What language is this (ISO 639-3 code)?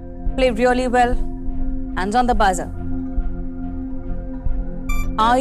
mal